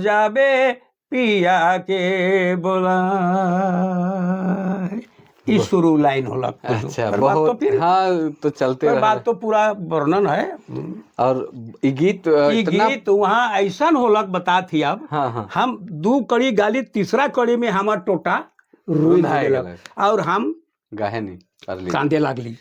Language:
Sadri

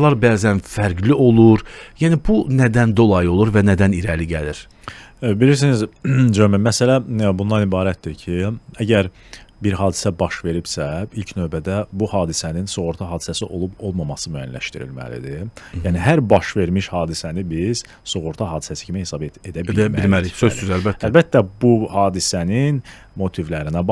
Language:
Azerbaijani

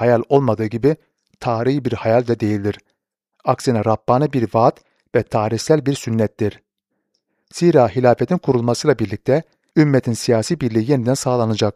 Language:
Turkish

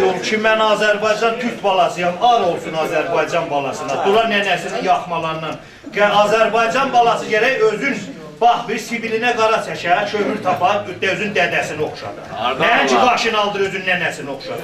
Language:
South Azerbaijani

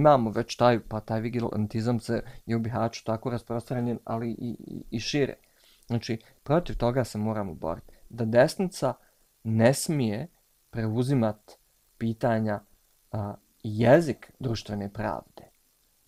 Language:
Bosnian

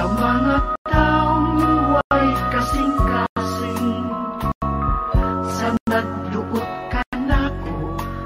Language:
Cebuano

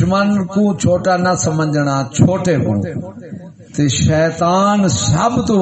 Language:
Saraiki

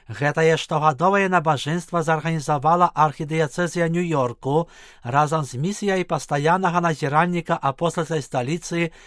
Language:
Belarusian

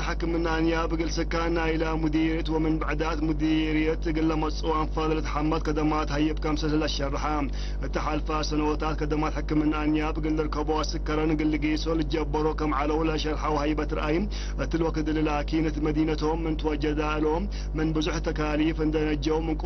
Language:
Tigre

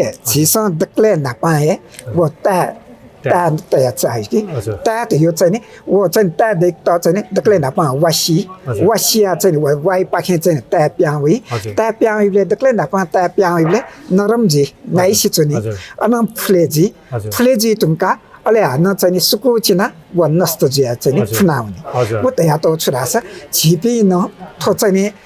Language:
Newari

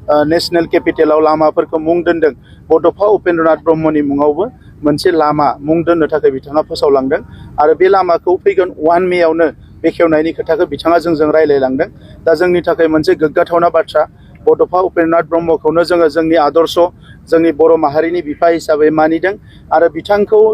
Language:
Bodo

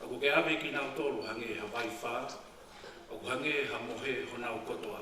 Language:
Tongan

